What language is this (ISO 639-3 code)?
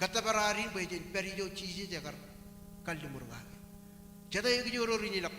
mah